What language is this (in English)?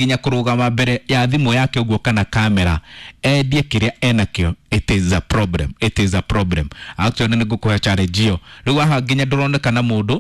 Kikuyu